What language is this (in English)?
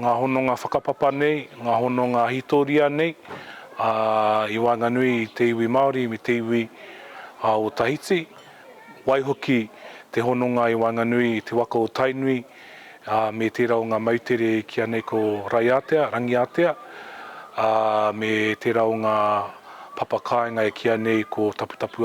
Māori